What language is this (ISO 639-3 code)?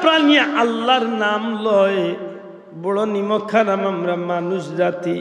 syl